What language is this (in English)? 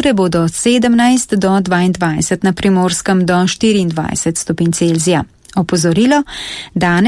Slovenian